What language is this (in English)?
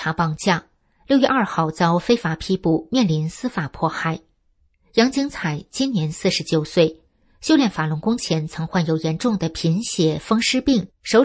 Chinese